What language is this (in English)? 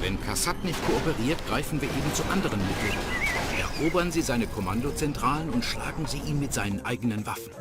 Bavarian